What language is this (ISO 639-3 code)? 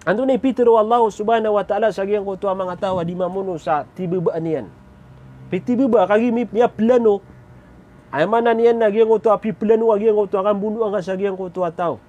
mrw